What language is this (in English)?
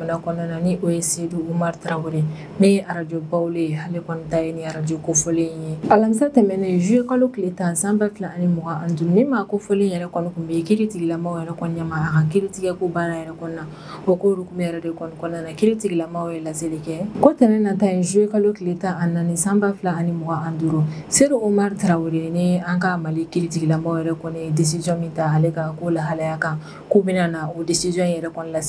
Bambara